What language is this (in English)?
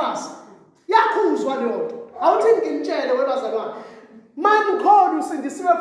Zulu